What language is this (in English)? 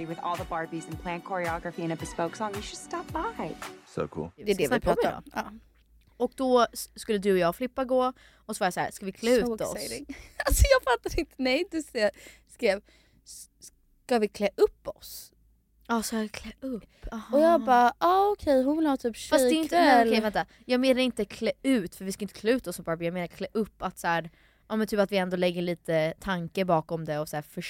Swedish